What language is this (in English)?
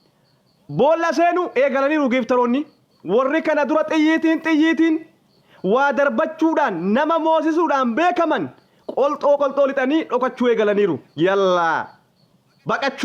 Oromo